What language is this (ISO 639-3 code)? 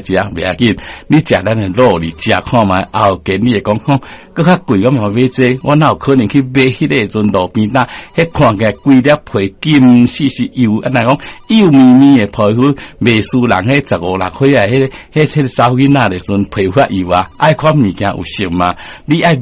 nan